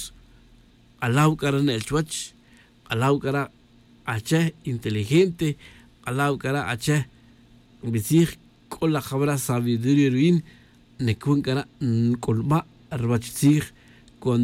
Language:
Tz'utujil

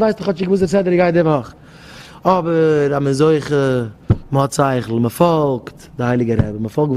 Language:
Yiddish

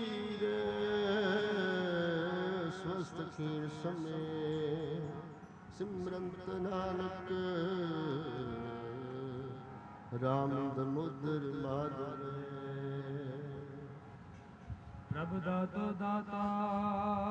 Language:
Punjabi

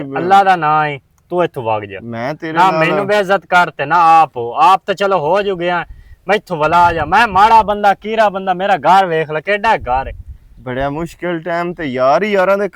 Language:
Western Panjabi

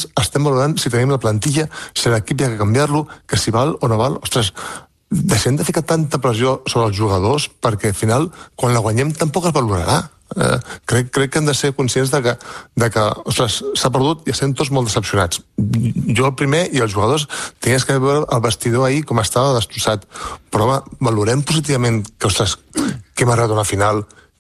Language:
Catalan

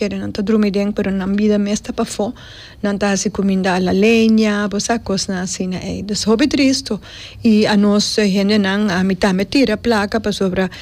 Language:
Papiamento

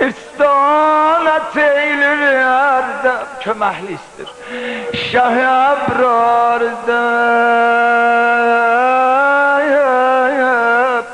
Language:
South Azerbaijani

